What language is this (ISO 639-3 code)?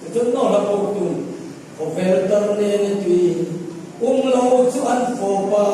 hmr